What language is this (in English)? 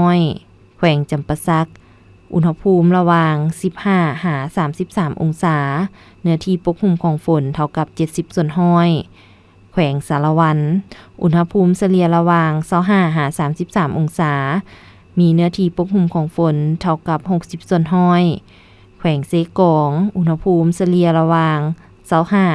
Lao